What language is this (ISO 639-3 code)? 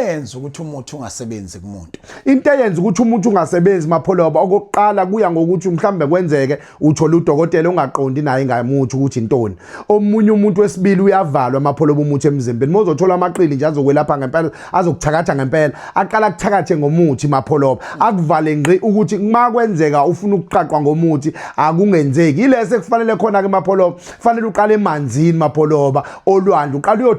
zul